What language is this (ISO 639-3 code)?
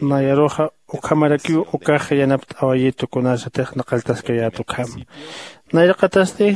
aym